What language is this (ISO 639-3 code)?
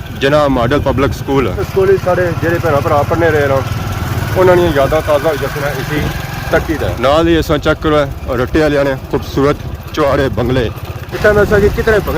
phr